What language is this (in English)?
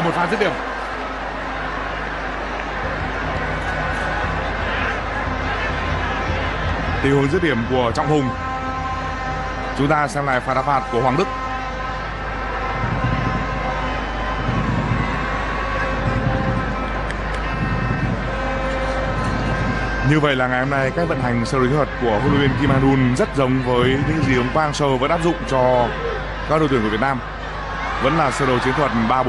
Vietnamese